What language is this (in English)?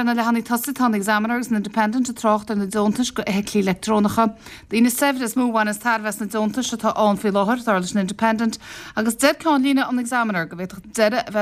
Irish